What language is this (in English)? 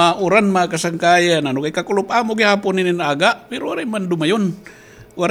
Waray